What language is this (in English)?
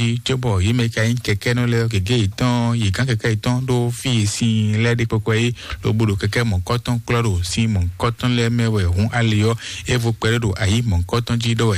Fon